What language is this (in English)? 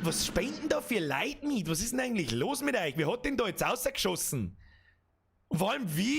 Bavarian